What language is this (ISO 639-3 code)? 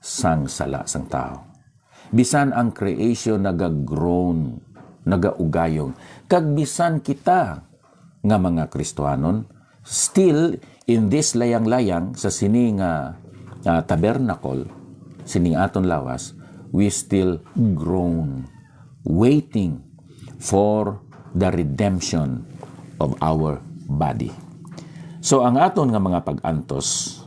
hil